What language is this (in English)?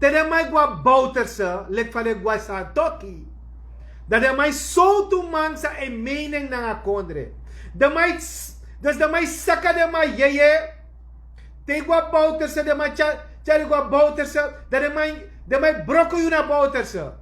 Sranan Tongo